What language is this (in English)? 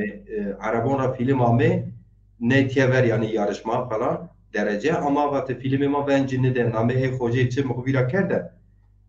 Zaza